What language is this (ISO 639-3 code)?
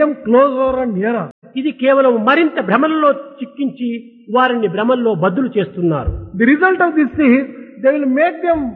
tel